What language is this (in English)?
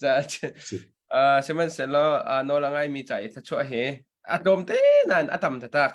Hakha Chin